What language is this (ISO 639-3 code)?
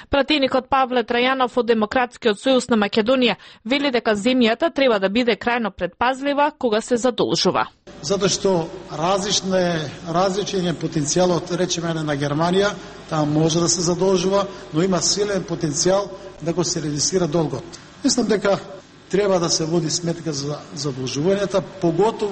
mkd